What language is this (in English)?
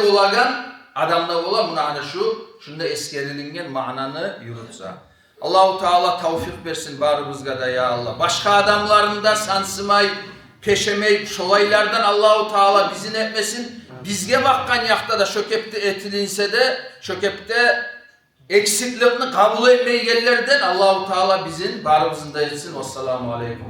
Kumyk